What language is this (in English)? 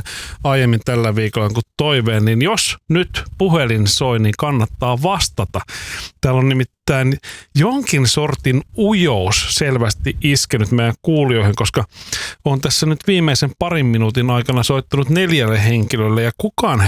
Finnish